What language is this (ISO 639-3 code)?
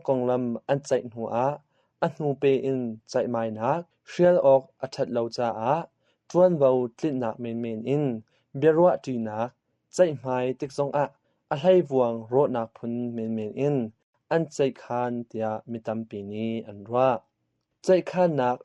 cnh